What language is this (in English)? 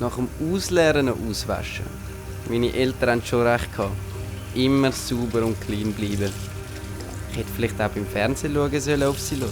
Swiss German